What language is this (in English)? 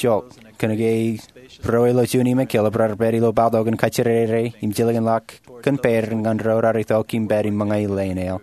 Marshallese